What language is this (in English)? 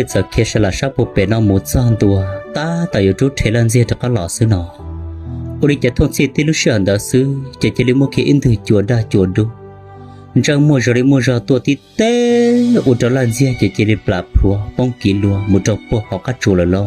Hmong